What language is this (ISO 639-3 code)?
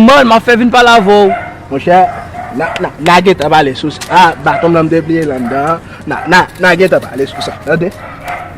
hat